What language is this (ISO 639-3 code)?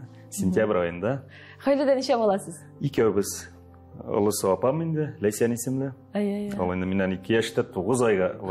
tat